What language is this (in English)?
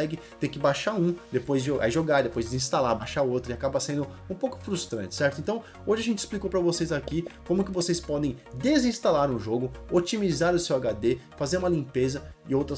Portuguese